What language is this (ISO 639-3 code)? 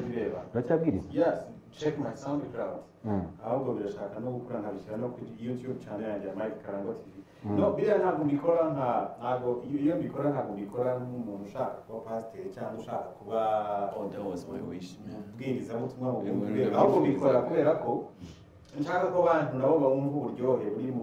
kin